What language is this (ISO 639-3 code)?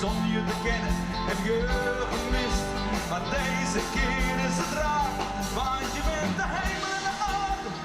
fry